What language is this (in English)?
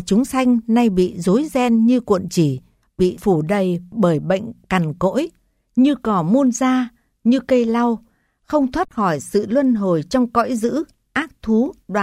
Vietnamese